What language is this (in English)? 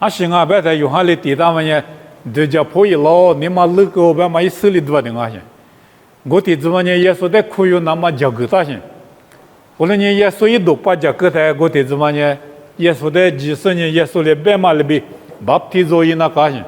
Lisu